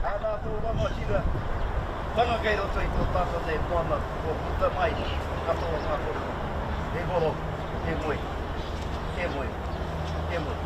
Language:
Māori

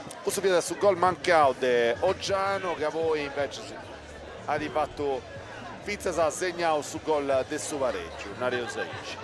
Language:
Sardinian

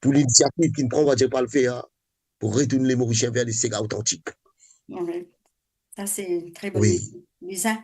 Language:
Morisyen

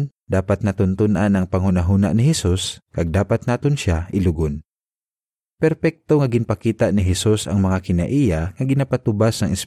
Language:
Hiligaynon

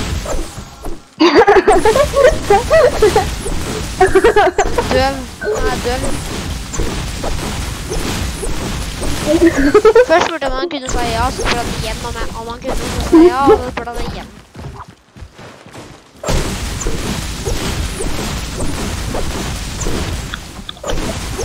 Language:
Norwegian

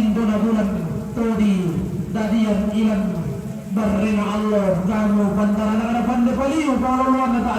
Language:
Toraja-Sa'dan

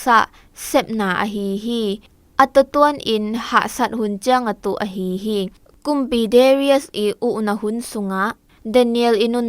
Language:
Zou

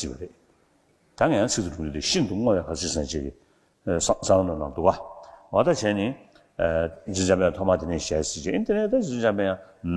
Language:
Tibetan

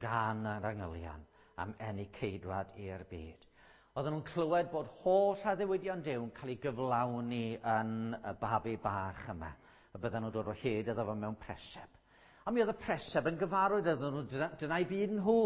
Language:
Welsh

